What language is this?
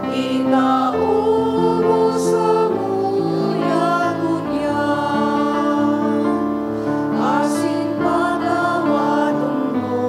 Bikol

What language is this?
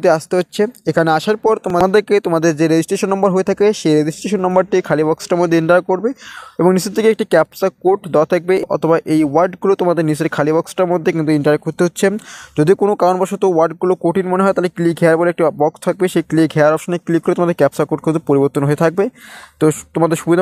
Bangla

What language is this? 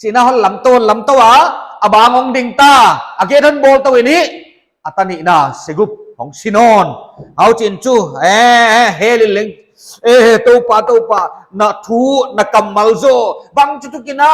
Paite Chin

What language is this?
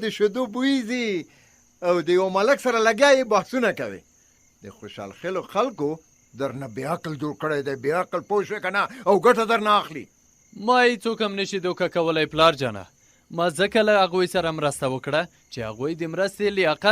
Pashto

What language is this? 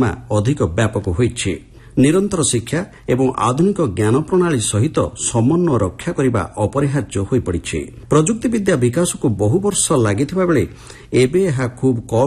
Odia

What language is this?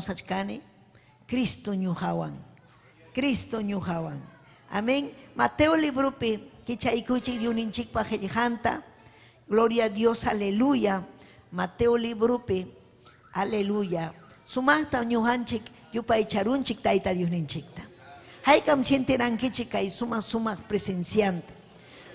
Ayacucho Quechua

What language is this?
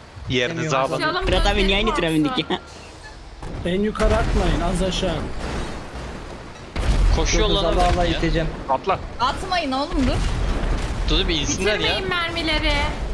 Turkish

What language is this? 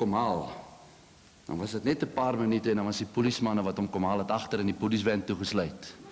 Afrikaans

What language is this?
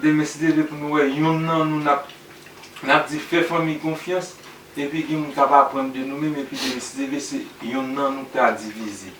Haitian Creole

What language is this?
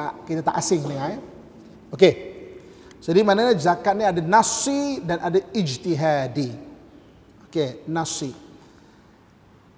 Malay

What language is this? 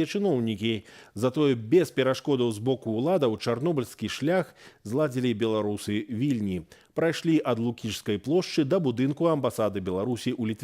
Belarusian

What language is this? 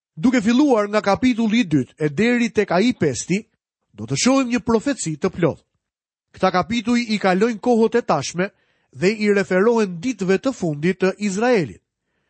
Albanian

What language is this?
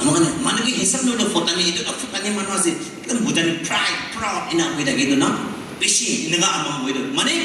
Naga Pidgin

